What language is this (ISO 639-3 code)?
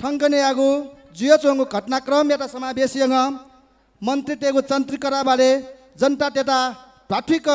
new